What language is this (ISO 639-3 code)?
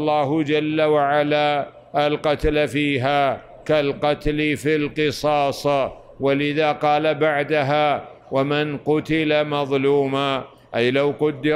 ara